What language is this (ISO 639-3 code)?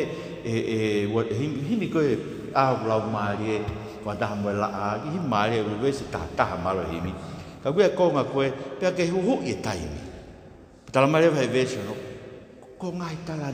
ton